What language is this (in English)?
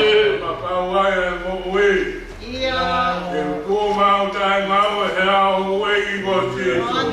Tongan